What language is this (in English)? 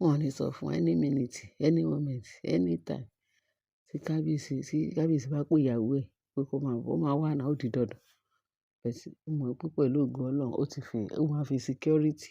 Yoruba